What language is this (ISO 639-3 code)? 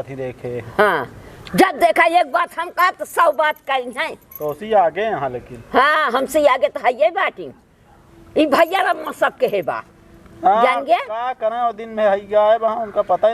awa